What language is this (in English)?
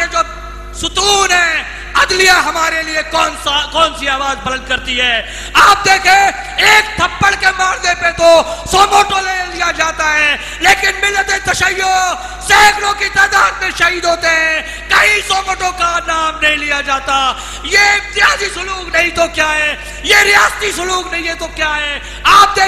Urdu